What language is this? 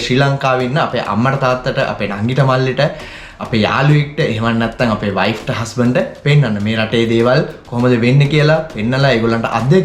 Sinhala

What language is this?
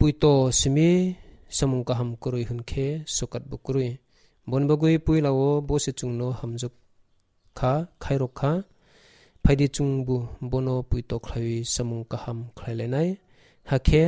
Kok Borok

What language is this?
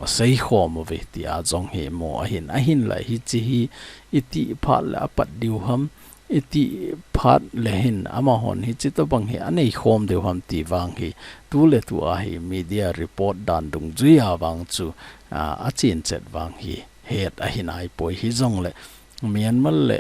Thado Chin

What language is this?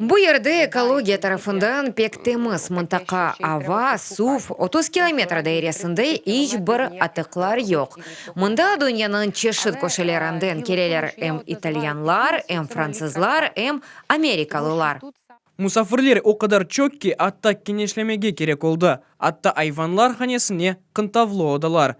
Crimean Tatar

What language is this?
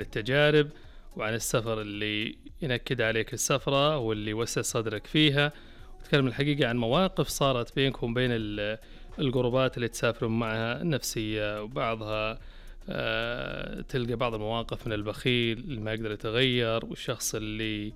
Najdi Arabic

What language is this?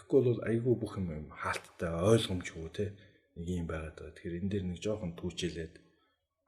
Mongolian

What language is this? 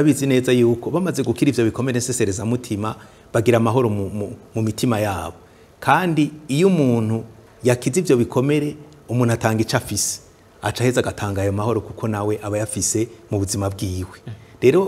Rundi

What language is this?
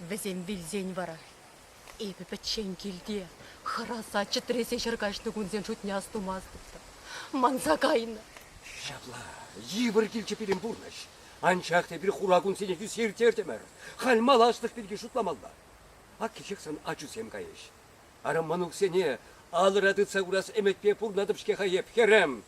Chuvash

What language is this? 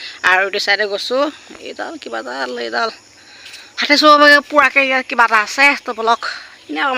Assamese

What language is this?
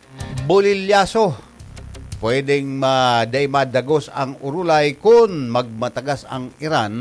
Bikol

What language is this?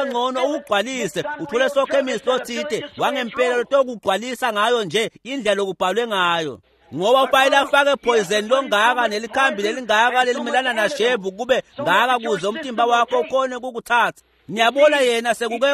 Swati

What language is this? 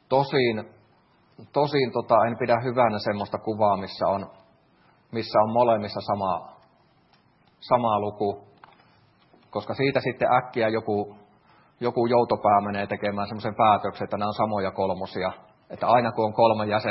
Finnish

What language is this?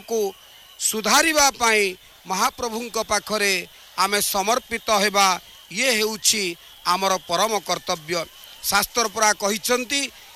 Odia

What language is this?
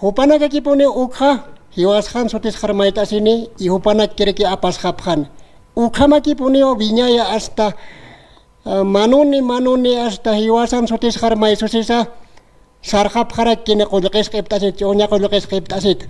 Aymara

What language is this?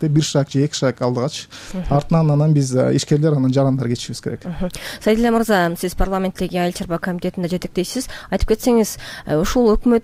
Kyrgyz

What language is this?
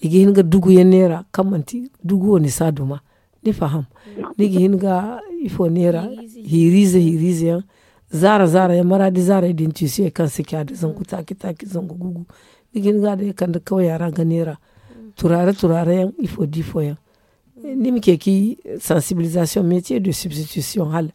Zarma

